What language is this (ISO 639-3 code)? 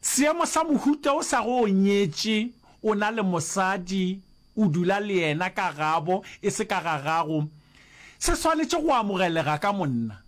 nso